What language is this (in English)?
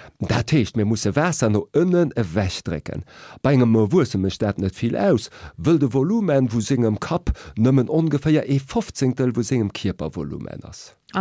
Luxembourgish